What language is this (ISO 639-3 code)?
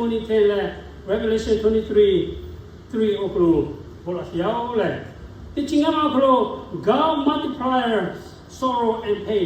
lhu